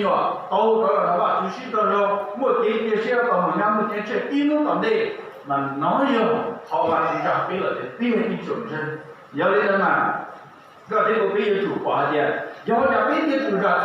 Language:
Hmong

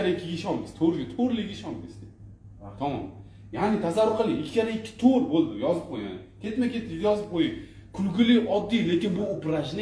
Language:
Uzbek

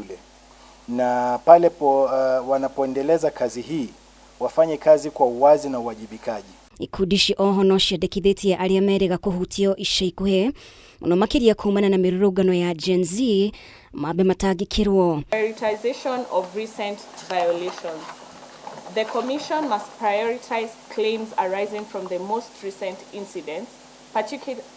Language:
Kikuyu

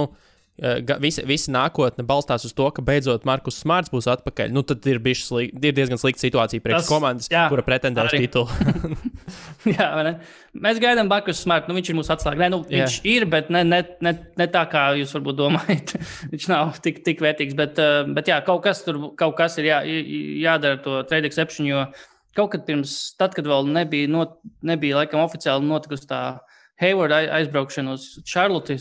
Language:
Latvian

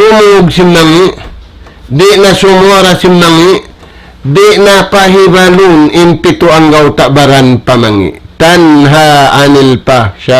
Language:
Tausug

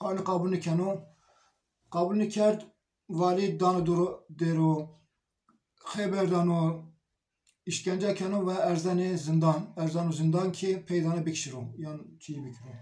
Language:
Zaza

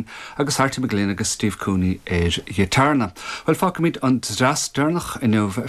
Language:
Irish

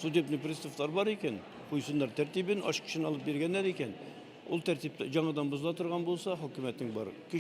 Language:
Bashkir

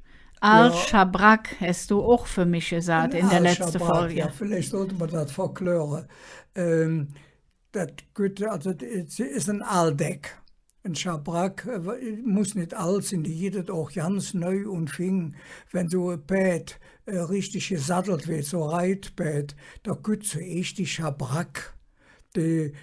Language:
Colognian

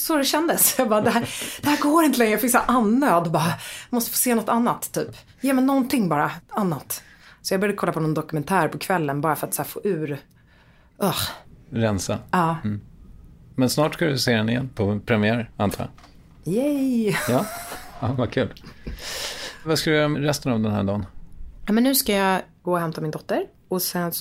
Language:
Swedish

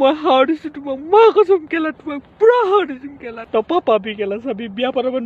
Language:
Assamese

